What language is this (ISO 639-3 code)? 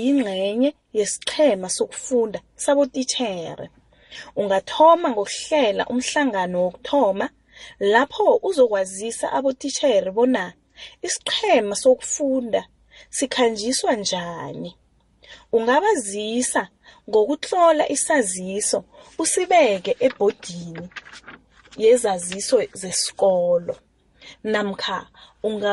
nbl